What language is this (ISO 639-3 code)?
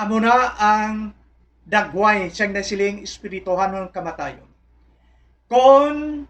hil